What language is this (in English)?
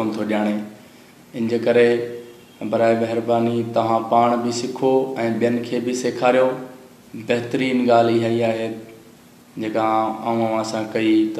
Sindhi